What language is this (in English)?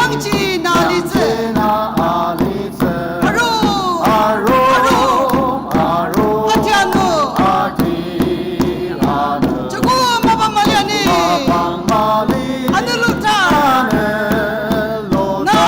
Ao Naga